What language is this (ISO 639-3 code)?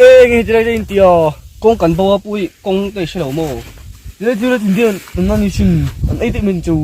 lus